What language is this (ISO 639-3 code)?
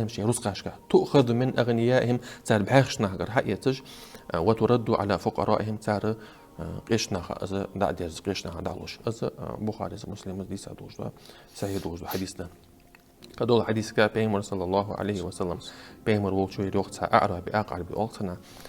inh